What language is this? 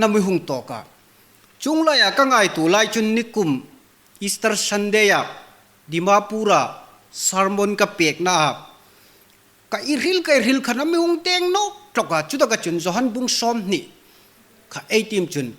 Hmar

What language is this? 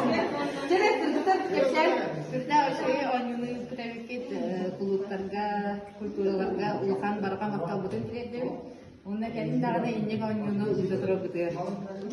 Yakut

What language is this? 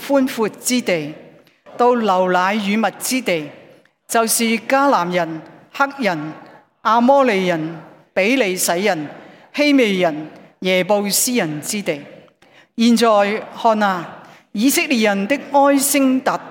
Cantonese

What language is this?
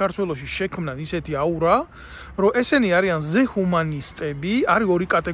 Georgian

